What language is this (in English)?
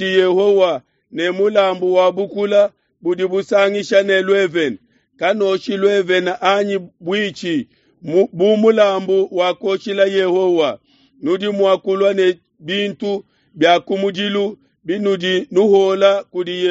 Luba-Lulua